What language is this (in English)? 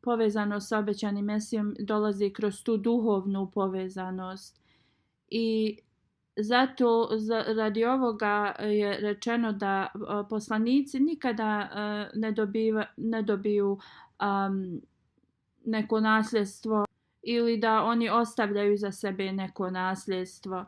Bosnian